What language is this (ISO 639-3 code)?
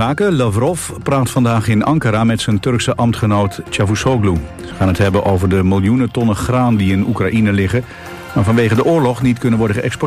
nld